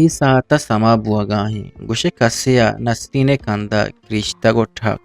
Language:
Eastern Balochi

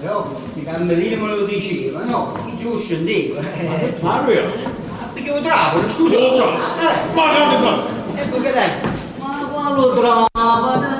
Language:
Neapolitan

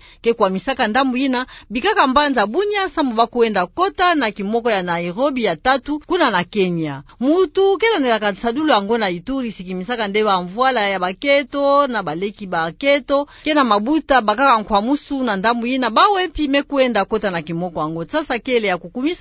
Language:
Kituba (Democratic Republic of Congo)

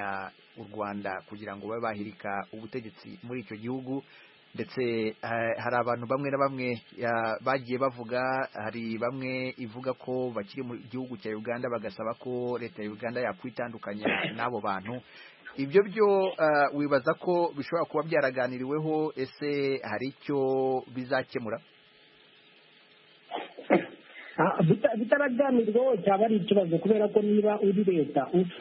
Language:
Kinyarwanda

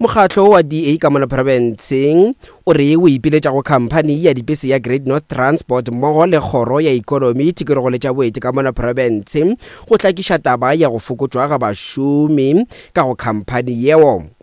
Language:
Northern Sotho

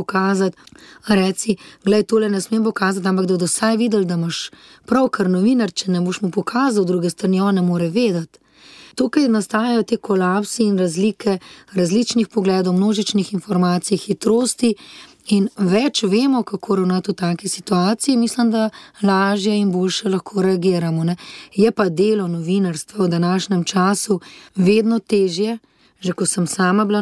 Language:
Slovenian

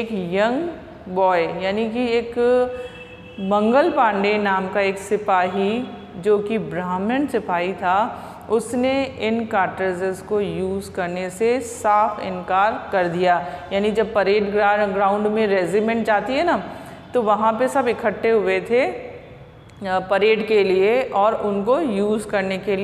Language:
Hindi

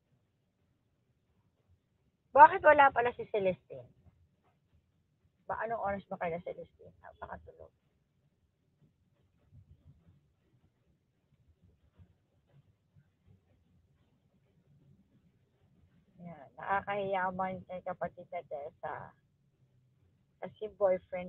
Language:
Filipino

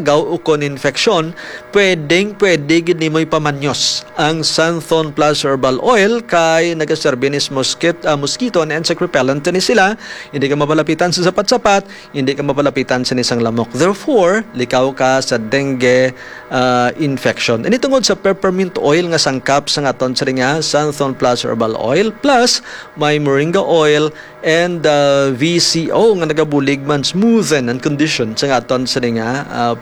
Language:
Hiligaynon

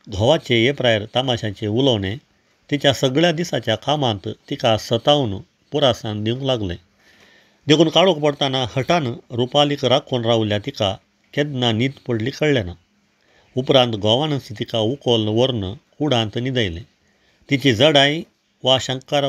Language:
Konkani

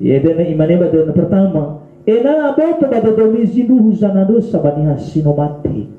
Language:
Nias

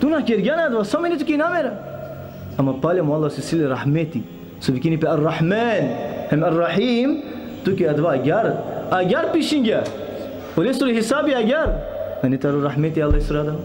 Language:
Balkan Romani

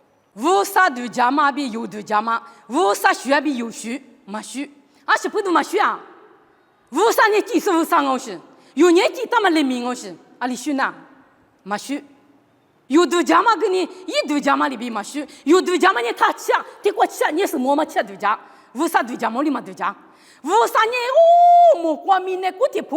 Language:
Lisu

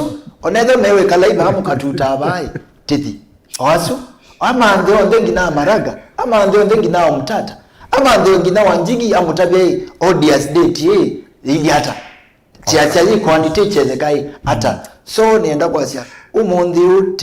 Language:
Kamba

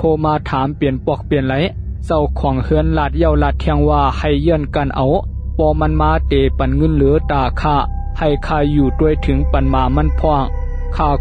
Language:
Shan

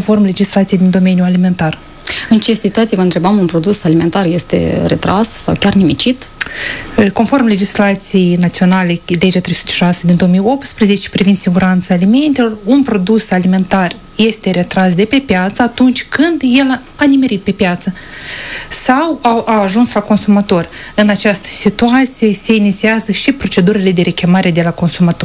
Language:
Romanian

